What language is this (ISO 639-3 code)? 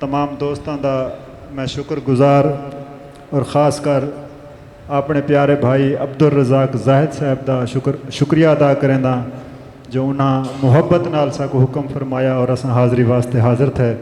skr